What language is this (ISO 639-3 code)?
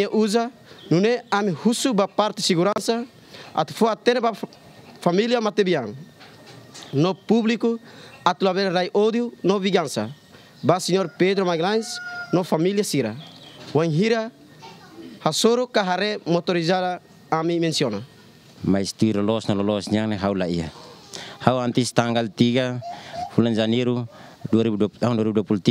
tet